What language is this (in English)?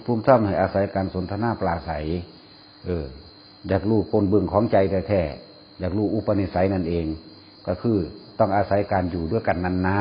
Northeastern Thai